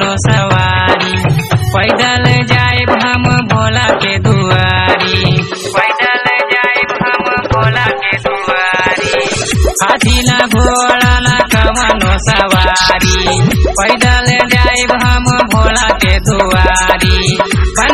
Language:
Bhojpuri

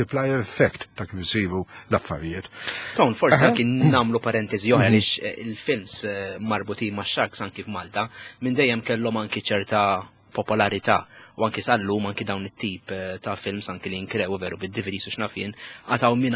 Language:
Maltese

